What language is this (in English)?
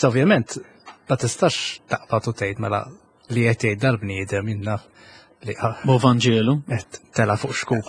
Maltese